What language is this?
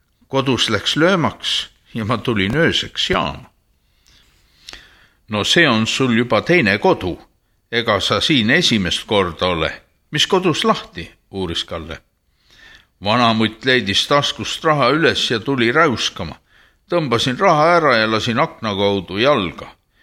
Estonian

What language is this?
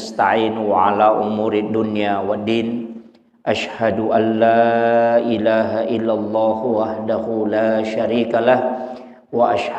Buginese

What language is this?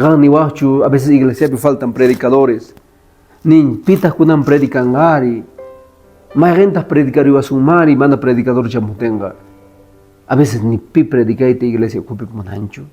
Quechua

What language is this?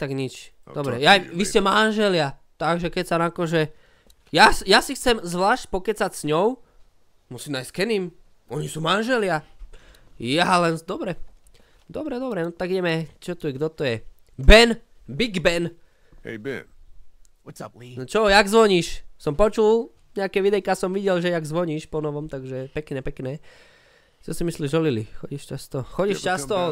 Slovak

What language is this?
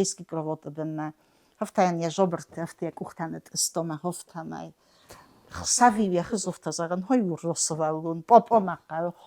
Ossetic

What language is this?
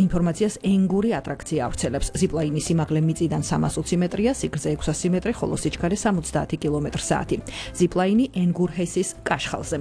Georgian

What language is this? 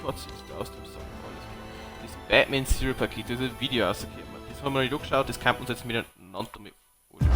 Bavarian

